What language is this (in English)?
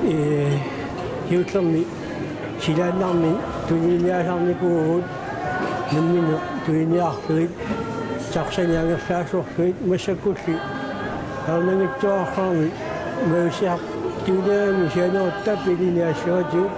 Kalaallisut